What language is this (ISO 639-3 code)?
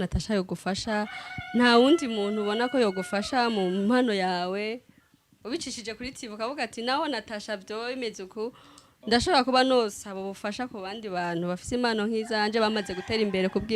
run